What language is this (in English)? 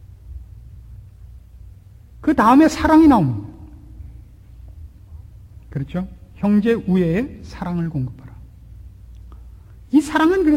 Korean